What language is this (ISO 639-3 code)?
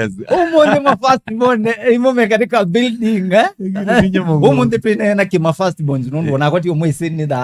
kam